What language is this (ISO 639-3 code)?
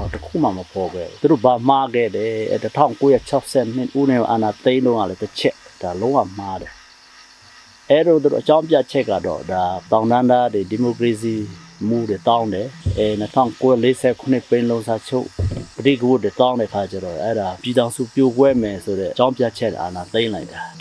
mya